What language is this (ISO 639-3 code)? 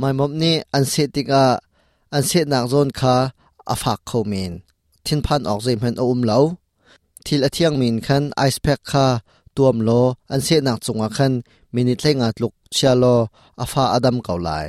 cnh